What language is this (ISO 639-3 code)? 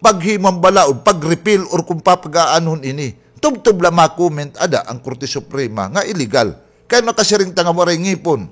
war